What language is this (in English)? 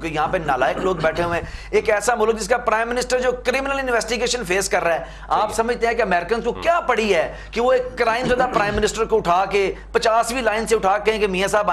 Urdu